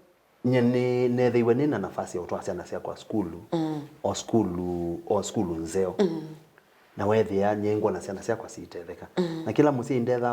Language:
Kamba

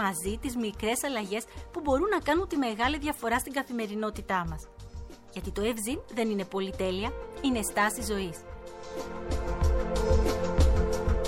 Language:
Greek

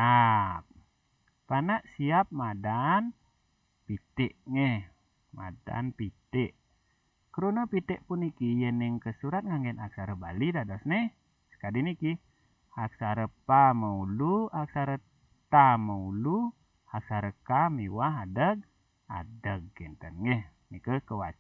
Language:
Balinese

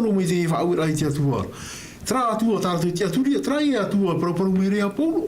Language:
Tahitian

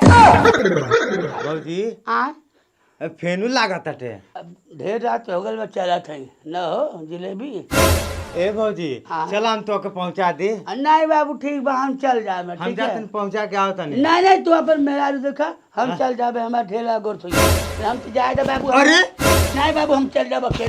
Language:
Bhojpuri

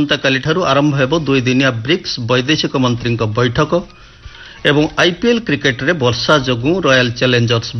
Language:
Odia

